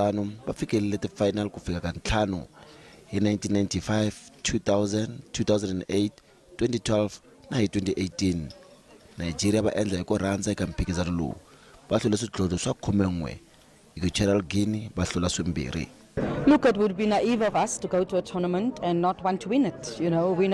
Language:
Tsonga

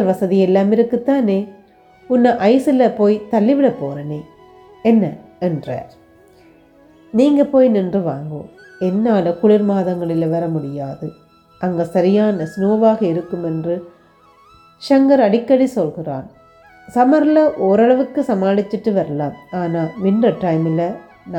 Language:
Tamil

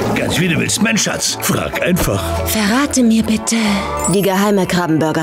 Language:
German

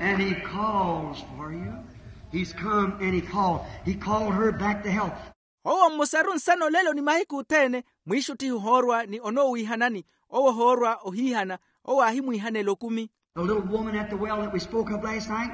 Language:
Makhuwa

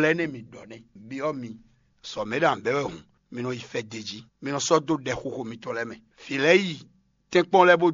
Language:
Fon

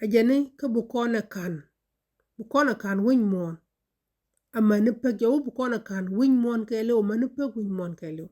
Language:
Nuer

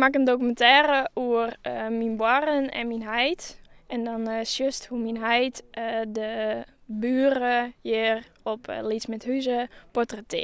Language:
Western Frisian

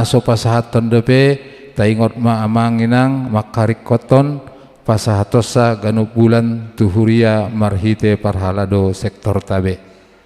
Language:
Batak Toba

